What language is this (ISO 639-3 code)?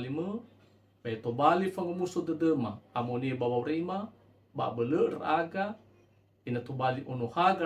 nia